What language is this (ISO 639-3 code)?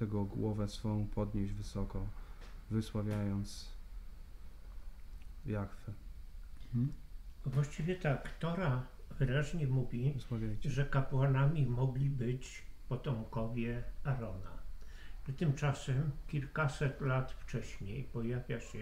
pol